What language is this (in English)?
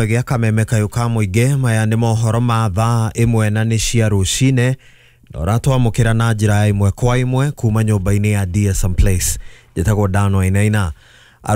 Kikuyu